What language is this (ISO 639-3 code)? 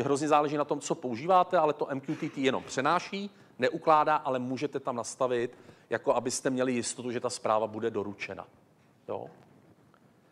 ces